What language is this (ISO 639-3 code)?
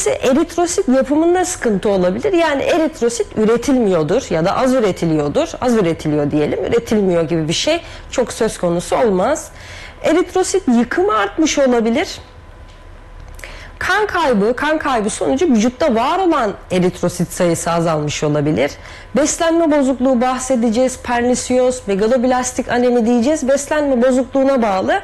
tur